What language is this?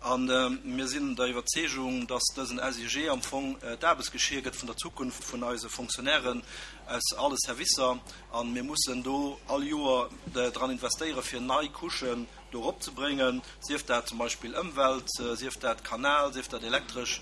Luxembourgish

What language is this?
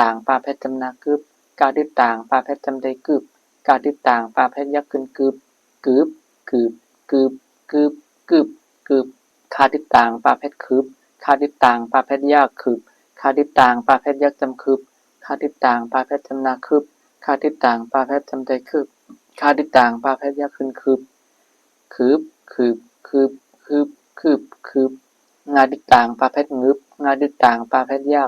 Shan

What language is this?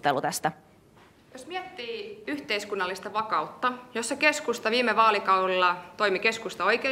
Finnish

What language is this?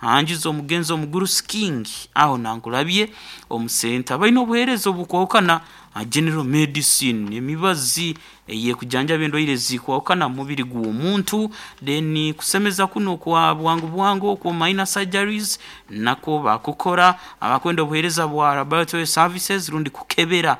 Nyankole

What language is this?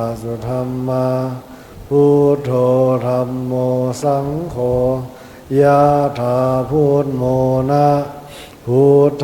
Pali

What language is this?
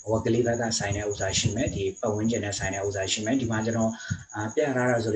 Burmese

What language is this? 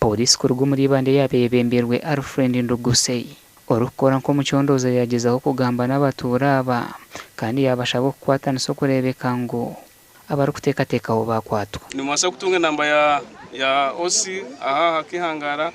Nyankole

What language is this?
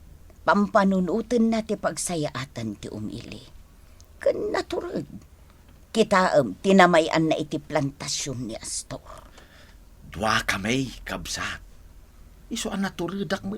Iloko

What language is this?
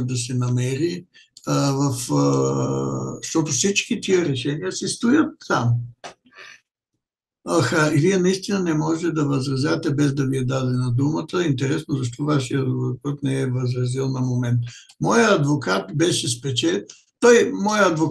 Bulgarian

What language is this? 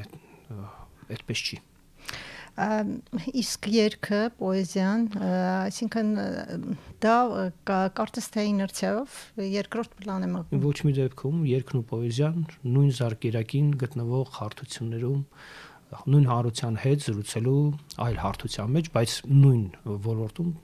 Armenian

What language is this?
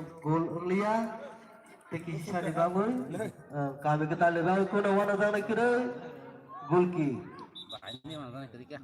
Kok Borok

